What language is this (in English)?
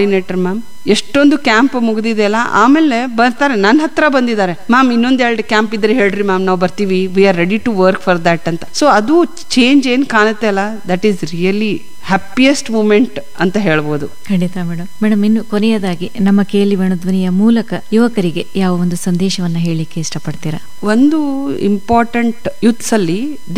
Kannada